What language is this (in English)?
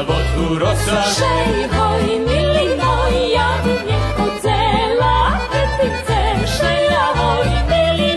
Rusyn